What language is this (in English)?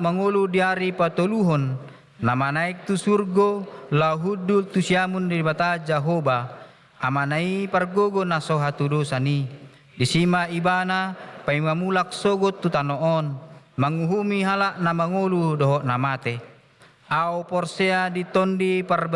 Batak Toba